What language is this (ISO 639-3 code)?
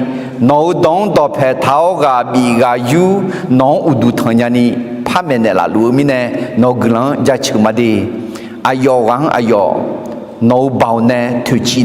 ahk